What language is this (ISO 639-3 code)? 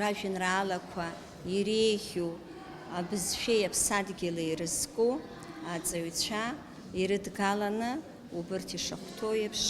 abk